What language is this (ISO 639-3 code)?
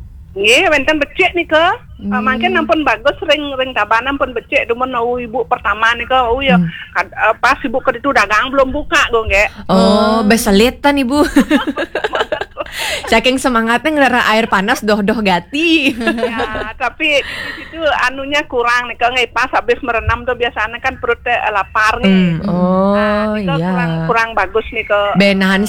ban